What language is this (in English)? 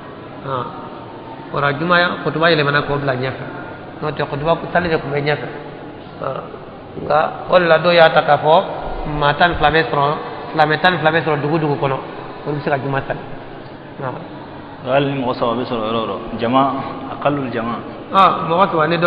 Bambara